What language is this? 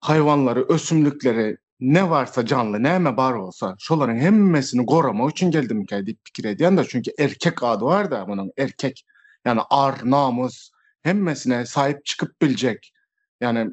Turkmen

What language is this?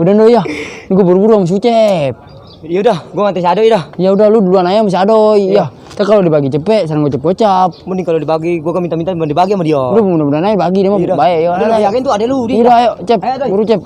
Betawi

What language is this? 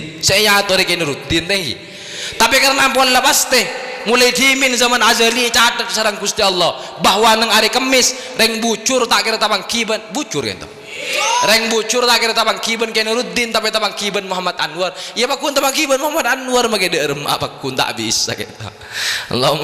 Madurese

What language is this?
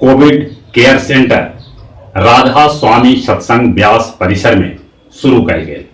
Magahi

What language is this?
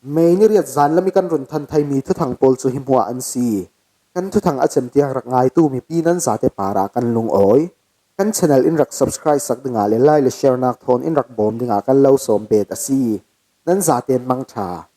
Falam Chin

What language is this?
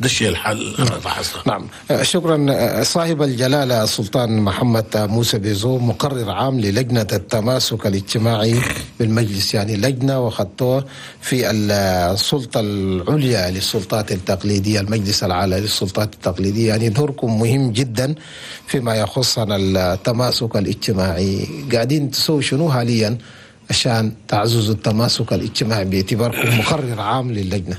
Chadian Arabic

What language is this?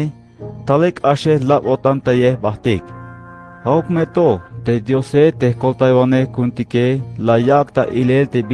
Tzeltal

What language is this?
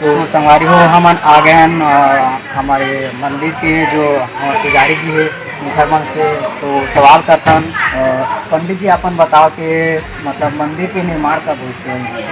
Chhattisgarhi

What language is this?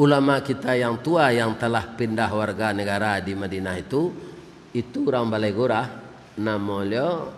Minangkabau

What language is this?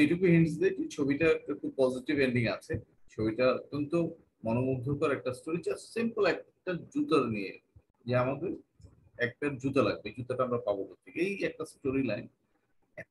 Bangla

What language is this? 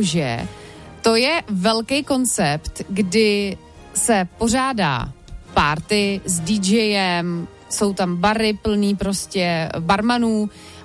Czech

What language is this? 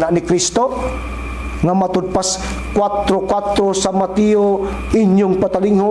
Cebuano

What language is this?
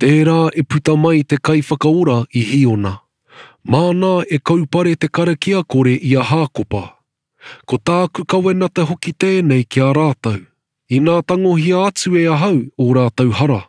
Māori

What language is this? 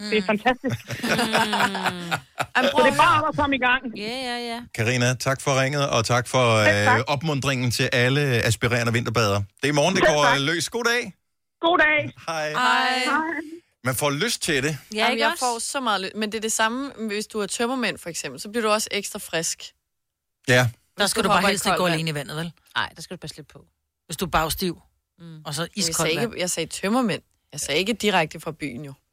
Danish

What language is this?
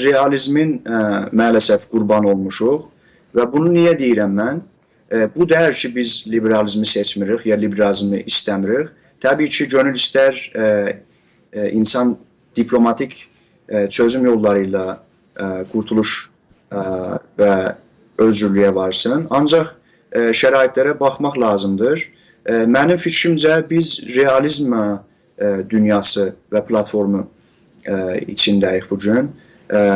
South Azerbaijani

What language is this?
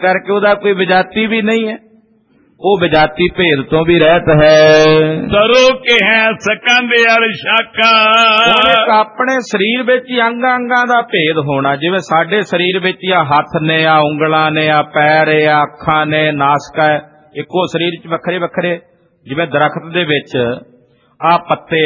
Punjabi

